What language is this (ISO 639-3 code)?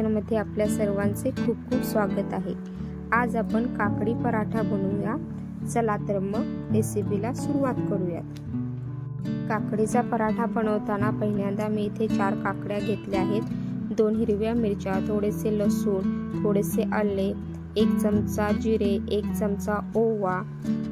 mar